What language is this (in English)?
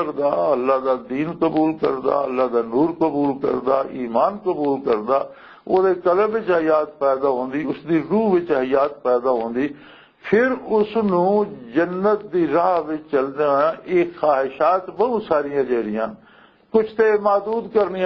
Western Panjabi